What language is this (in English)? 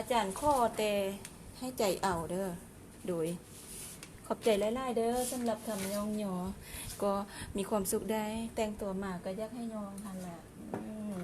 Lao